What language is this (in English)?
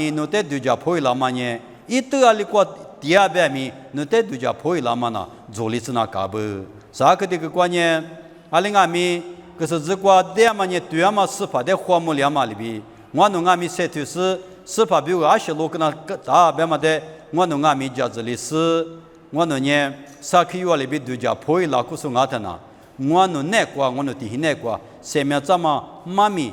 Lisu